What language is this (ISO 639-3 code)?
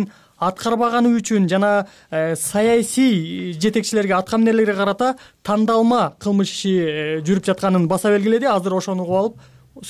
kir